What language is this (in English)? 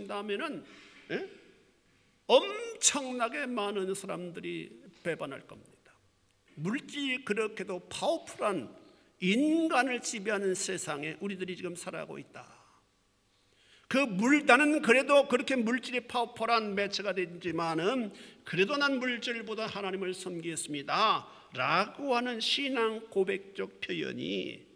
Korean